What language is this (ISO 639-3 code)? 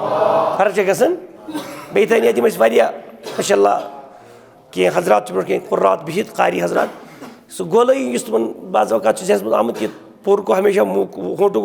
kas